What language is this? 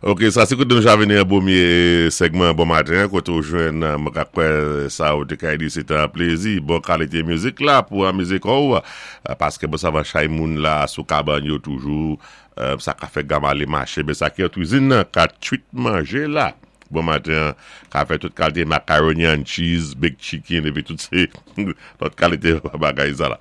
Saint Lucian Creole French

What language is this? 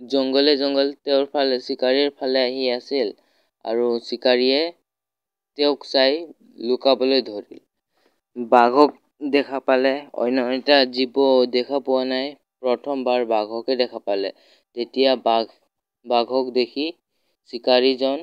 Assamese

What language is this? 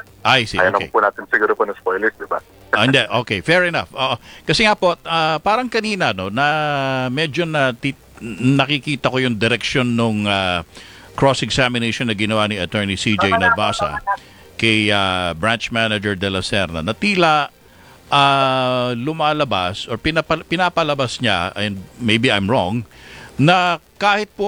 Filipino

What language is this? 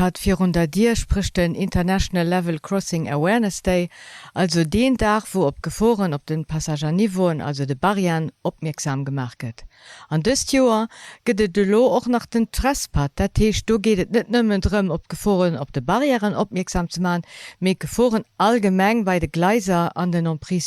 Luxembourgish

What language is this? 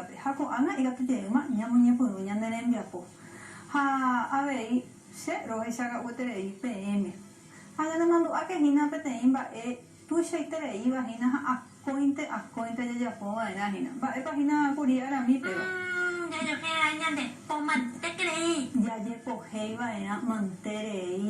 Guarani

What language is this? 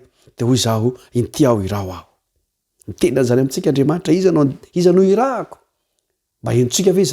Malagasy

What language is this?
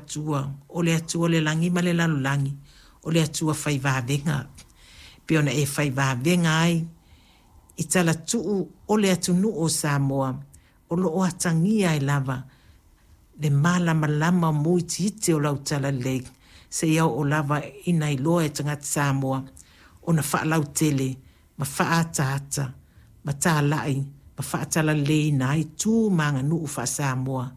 Samoan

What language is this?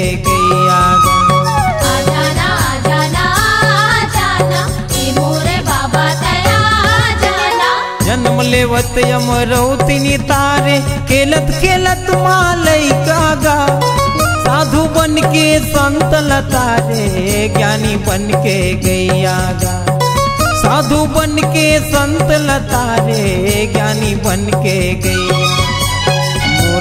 Chhattisgarhi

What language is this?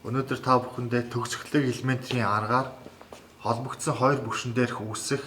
Mongolian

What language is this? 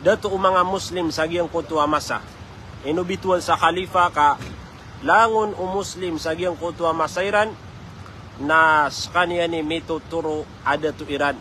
Maranao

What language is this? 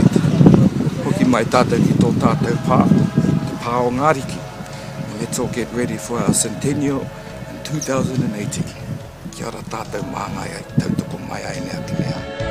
Māori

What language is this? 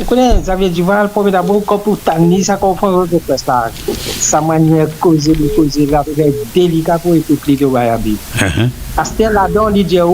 Morisyen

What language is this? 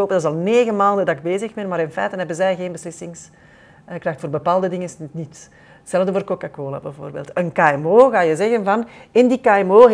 Dutch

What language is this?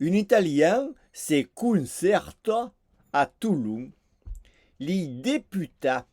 Occitan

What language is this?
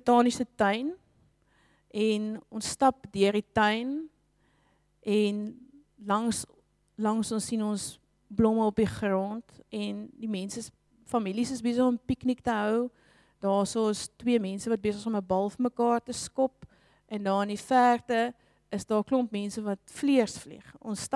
Afrikaans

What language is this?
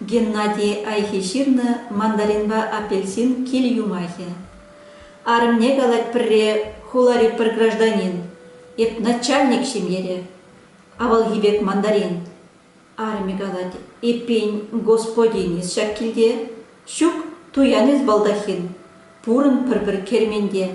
Chuvash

